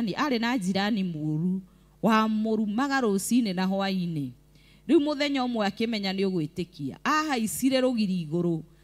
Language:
Kikuyu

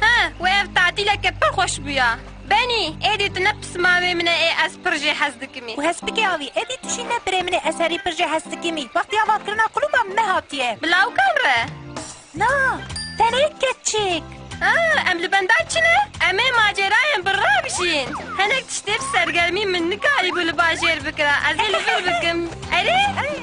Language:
Kurdish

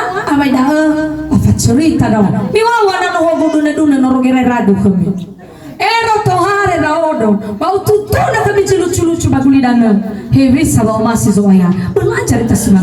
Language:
Nias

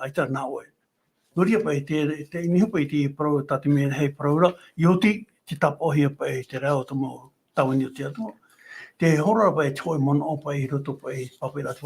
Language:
Tahitian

